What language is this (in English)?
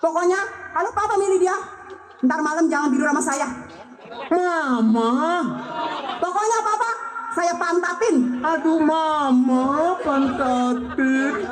Betawi